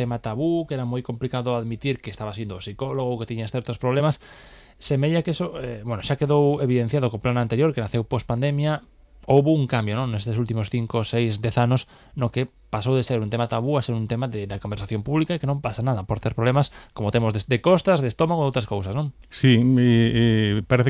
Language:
Galician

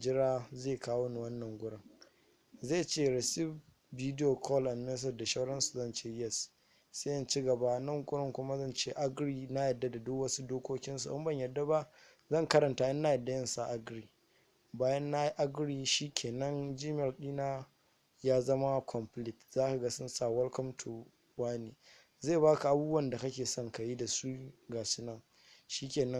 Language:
Hausa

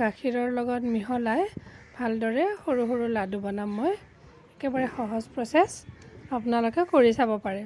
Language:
Assamese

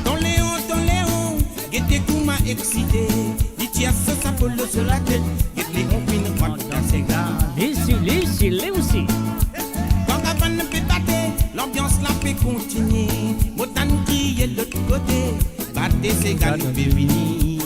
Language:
Morisyen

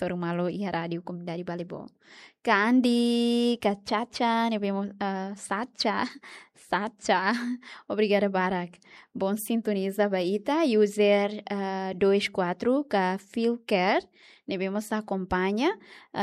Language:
Tetum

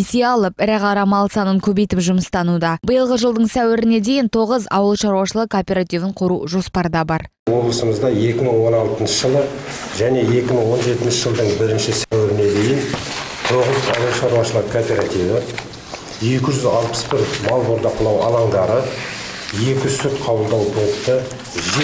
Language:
Kazakh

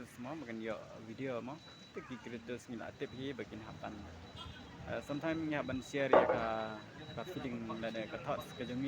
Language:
Khasi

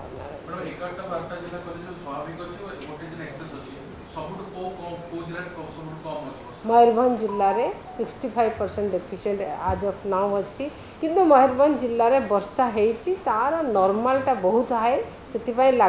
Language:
Odia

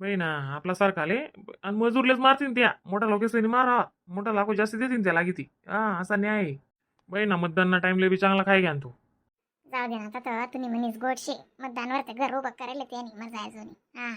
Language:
Khandesi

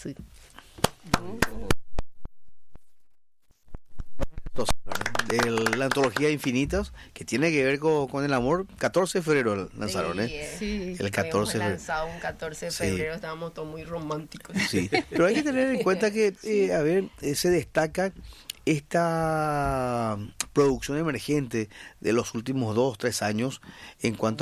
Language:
Spanish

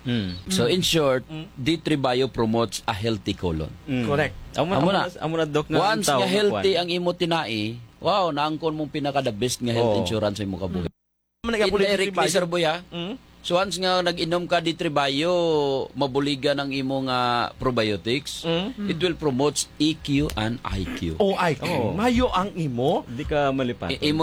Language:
Hiligaynon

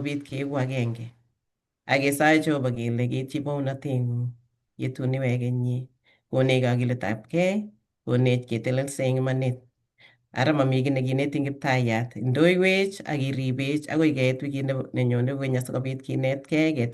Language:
Kalenjin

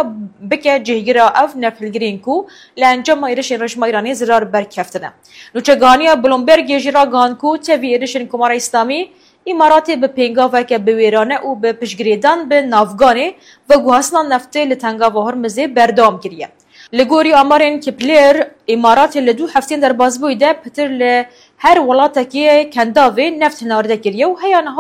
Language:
Kurdish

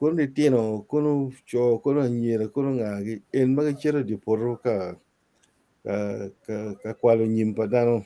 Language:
Acoli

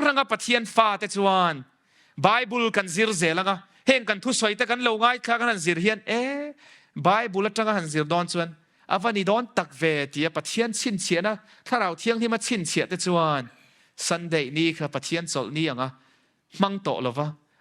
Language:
Mizo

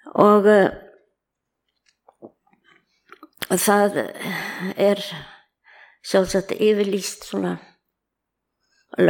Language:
Icelandic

